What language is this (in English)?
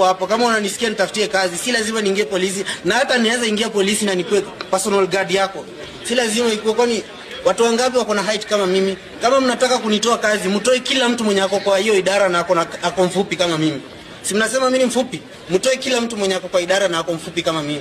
Swahili